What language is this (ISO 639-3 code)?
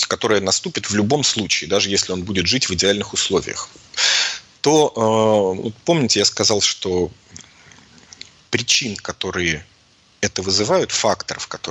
rus